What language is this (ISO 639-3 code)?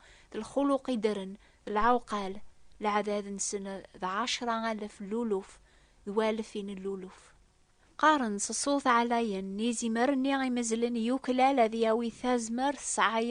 kab